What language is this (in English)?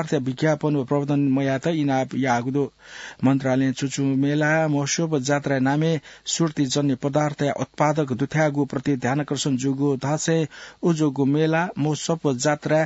Newari